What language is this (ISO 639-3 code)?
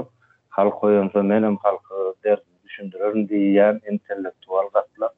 tuk